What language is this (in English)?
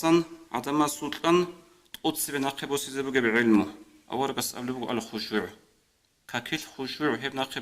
Avaric